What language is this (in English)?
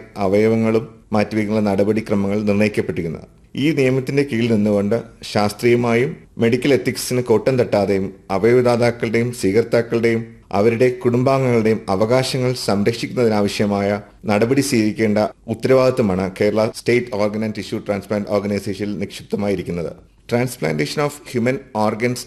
Malayalam